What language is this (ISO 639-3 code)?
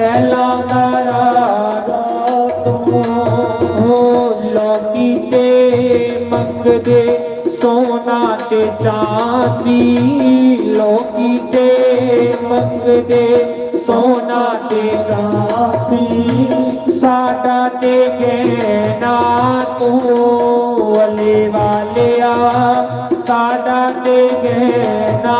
doi